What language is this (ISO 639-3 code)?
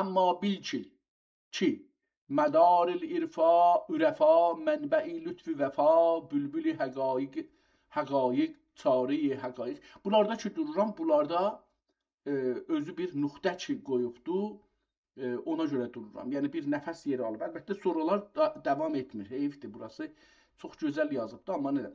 azb